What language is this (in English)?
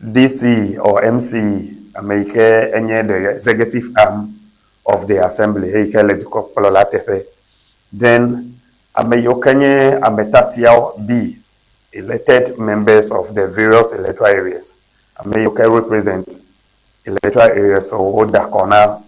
Ewe